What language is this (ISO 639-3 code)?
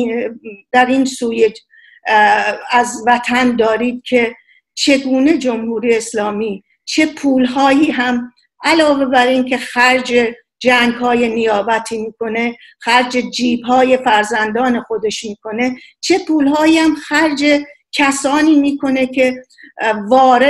fas